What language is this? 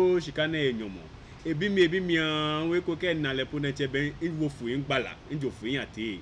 Ga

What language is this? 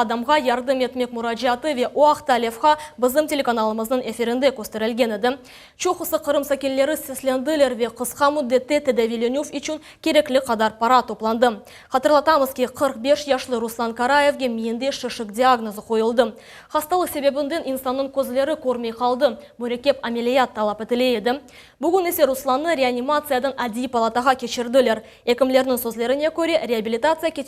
Crimean Tatar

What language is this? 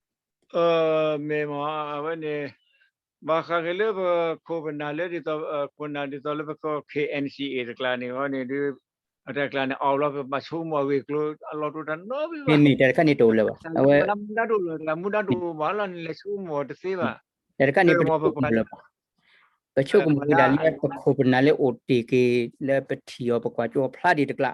S'gaw Karen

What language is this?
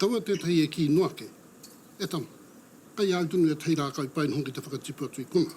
Māori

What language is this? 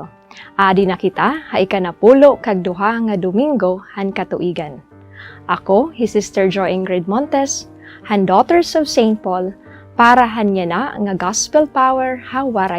Waray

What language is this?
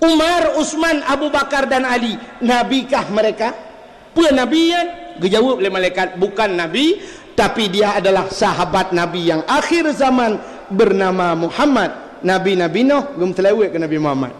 Achinese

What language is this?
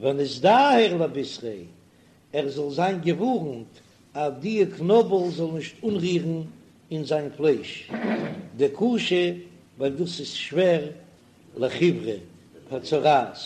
Yiddish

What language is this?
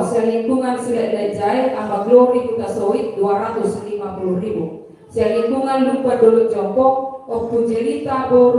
Batak Toba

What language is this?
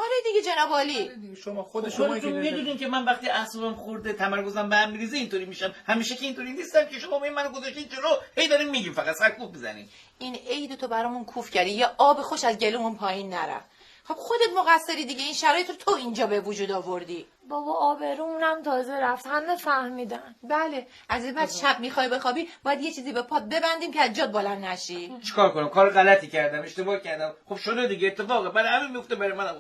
Gilaki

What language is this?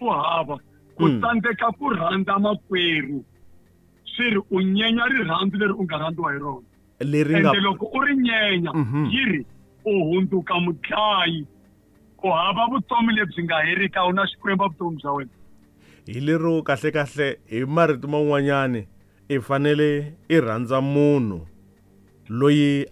Tsonga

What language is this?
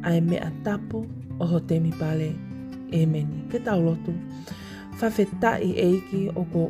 Tongan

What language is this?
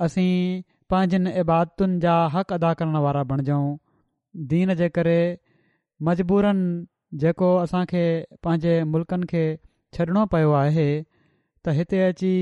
Sindhi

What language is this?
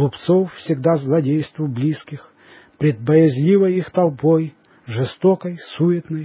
Russian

